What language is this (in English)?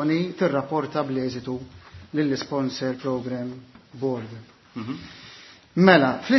Maltese